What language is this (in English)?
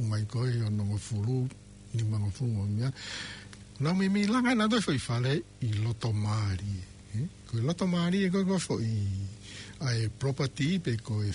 Tongan